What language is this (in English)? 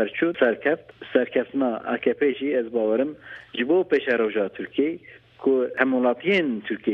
Kurdish